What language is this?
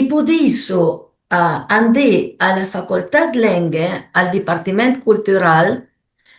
Piedmontese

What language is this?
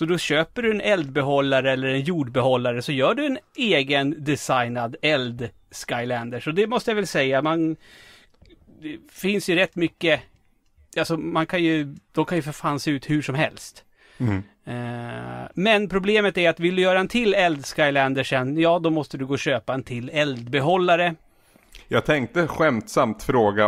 Swedish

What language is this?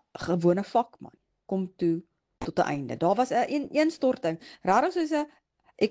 Afrikaans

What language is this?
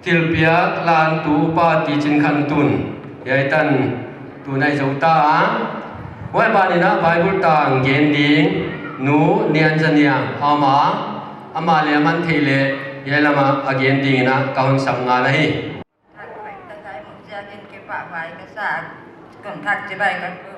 Paite Chin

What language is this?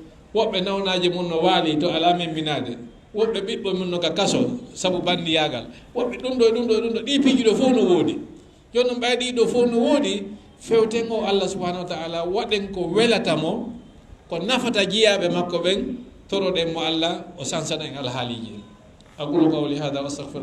Fula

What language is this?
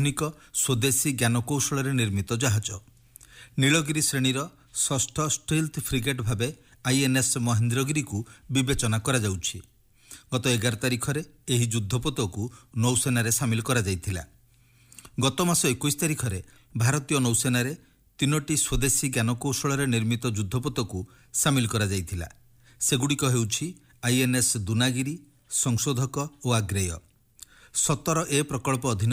Odia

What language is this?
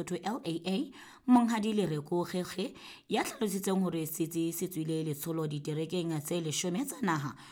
Southern Sotho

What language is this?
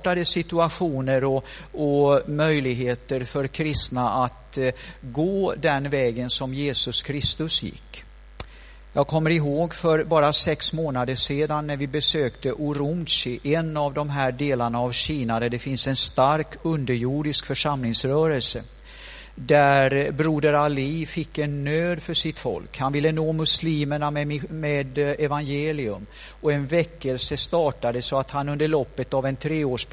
Swedish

